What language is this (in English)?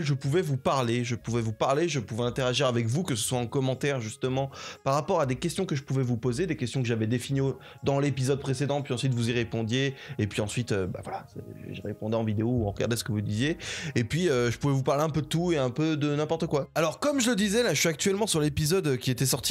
French